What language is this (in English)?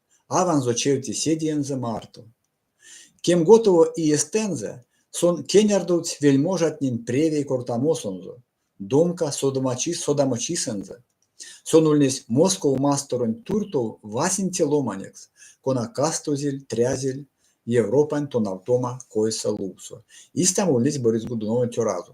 Erzya